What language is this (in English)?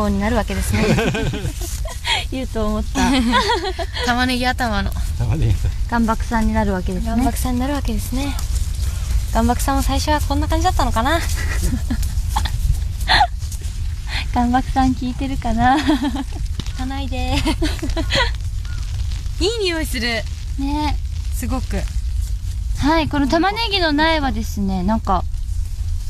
Japanese